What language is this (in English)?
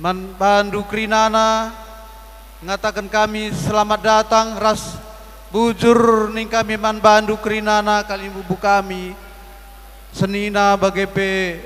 Batak Karo